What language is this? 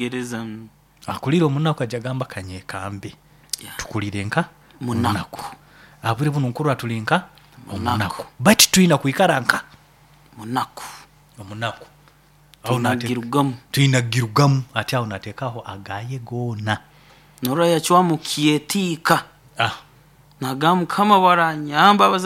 Nyoro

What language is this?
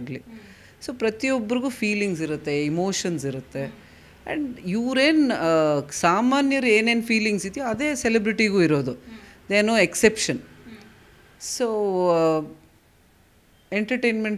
Kannada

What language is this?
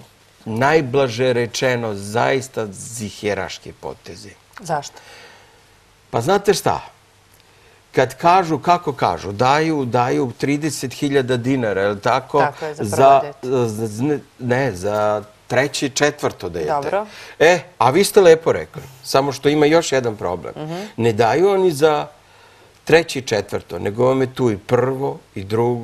Serbian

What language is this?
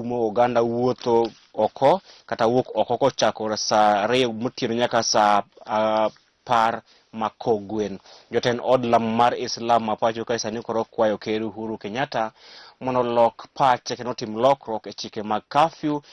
Luo (Kenya and Tanzania)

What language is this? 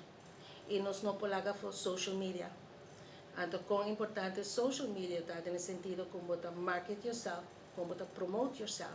Papiamento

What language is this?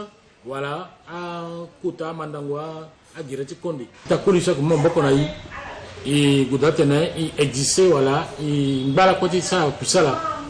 Sango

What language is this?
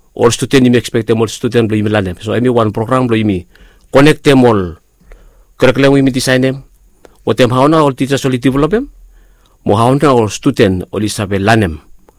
Bislama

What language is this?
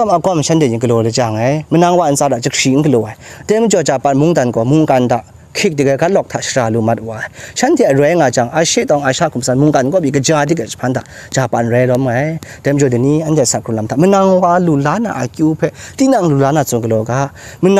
Kachin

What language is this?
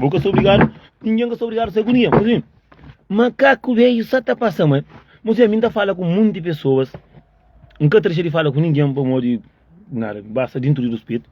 Kabuverdianu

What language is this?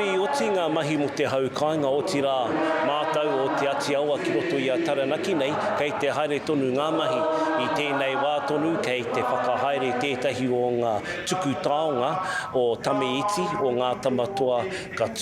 Māori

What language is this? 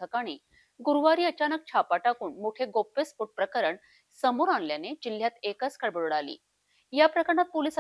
Marathi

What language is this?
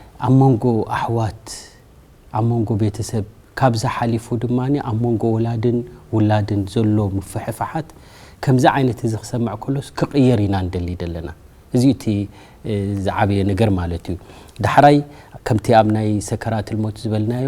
Tigrinya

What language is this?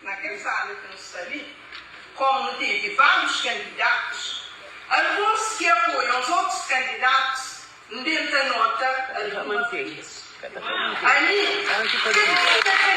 Kabuverdianu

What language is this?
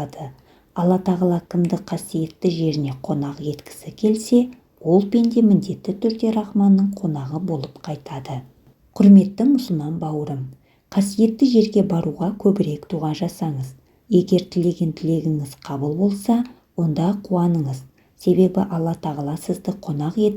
Kazakh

